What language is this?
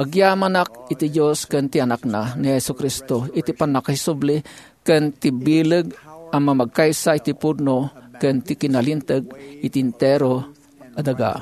Iloko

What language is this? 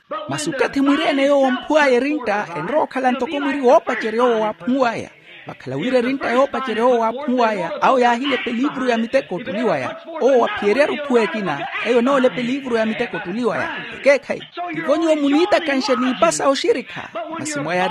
Makhuwa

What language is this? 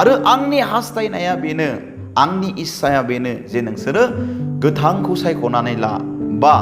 Bodo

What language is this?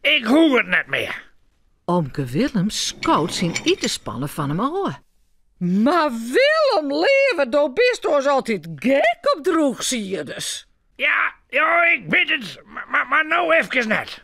Western Frisian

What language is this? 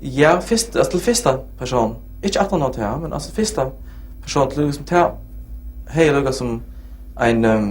Faroese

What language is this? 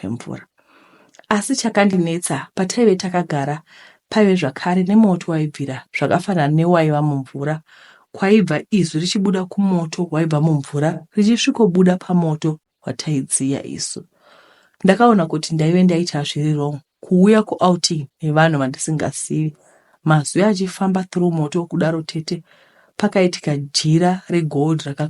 Shona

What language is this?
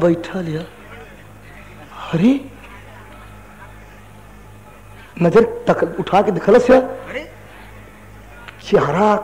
Bhojpuri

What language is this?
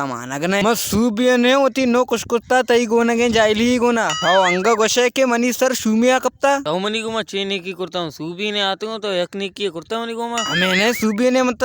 Baluchi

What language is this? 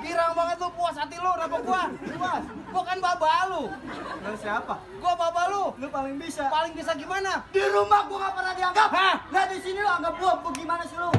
Betawi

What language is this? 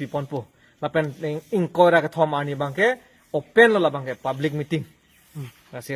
Karbi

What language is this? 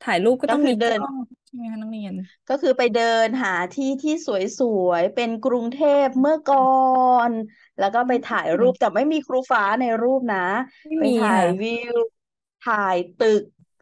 Thai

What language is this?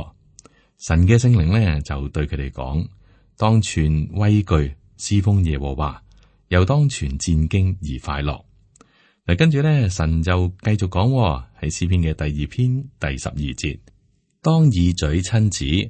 Cantonese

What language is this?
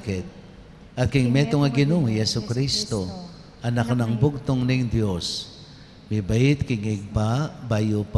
Pampanga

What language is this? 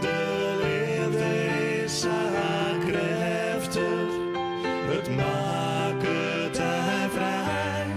Western Frisian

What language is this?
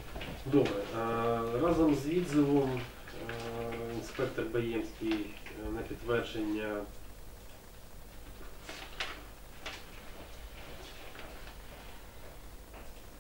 Ukrainian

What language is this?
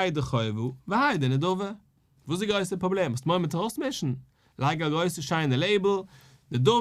Yiddish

